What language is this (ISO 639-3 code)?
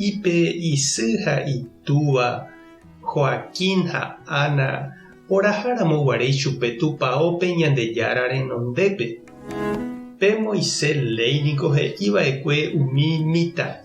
grn